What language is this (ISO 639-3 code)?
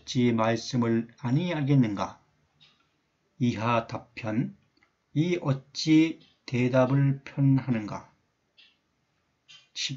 kor